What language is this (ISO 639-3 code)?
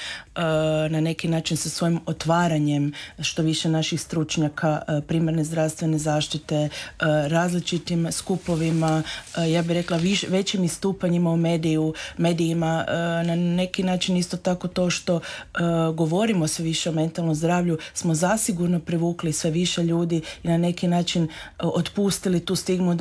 hrv